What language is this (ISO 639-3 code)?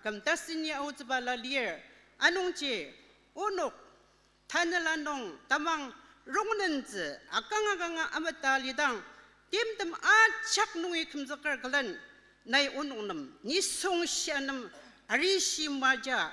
njo